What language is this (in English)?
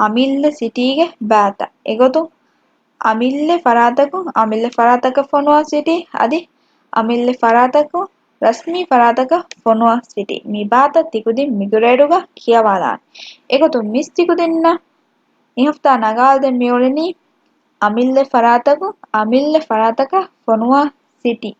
Divehi